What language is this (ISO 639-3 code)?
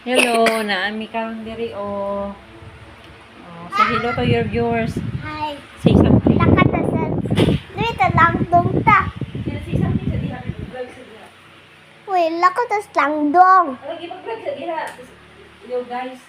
ceb